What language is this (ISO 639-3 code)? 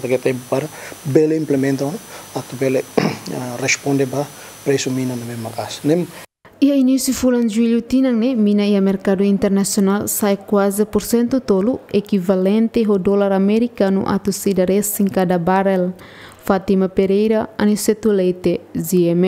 tet